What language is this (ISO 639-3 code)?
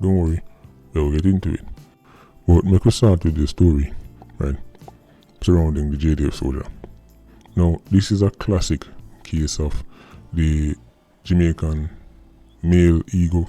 jam